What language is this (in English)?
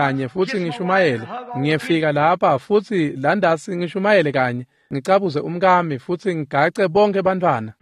Swati